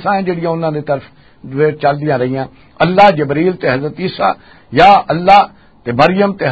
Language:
Western Panjabi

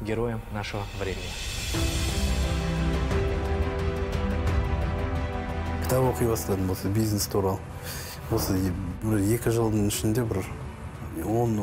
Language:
Kazakh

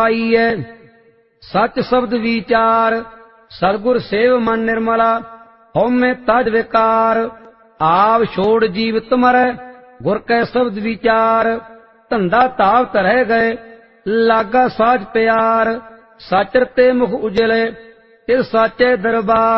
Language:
Punjabi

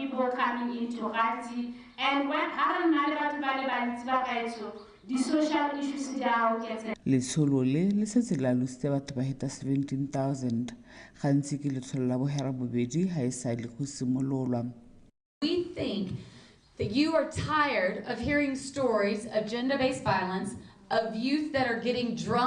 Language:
Tswana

